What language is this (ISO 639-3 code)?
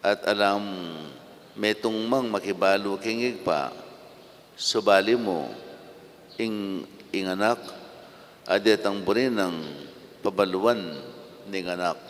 pam